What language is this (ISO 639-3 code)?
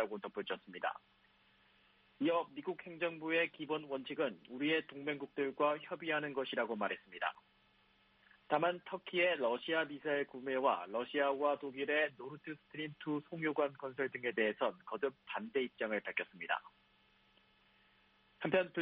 kor